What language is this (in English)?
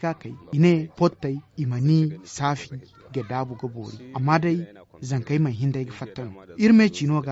Zarma